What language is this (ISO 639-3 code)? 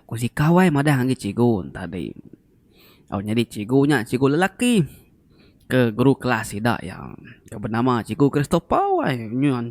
iba